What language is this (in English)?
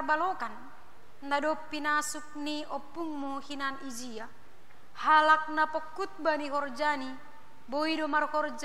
Batak Simalungun